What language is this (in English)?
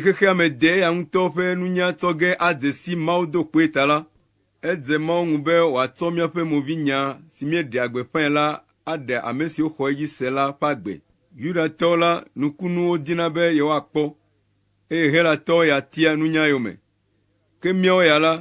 Ewe